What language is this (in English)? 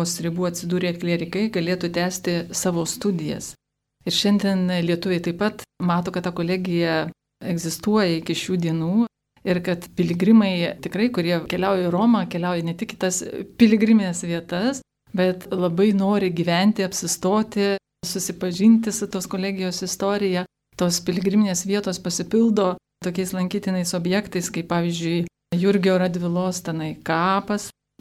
Lithuanian